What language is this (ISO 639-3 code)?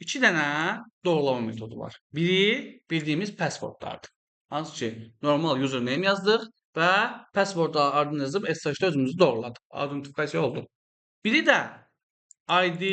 aze